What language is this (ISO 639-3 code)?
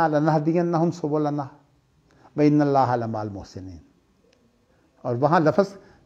urd